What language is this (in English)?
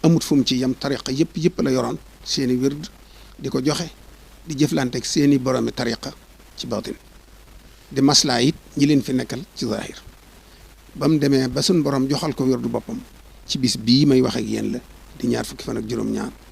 Wolof